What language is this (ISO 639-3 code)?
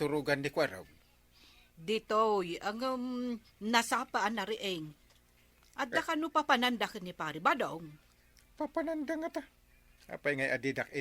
ilo